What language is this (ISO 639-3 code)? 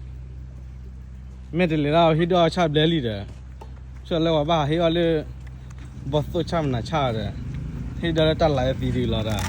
ksw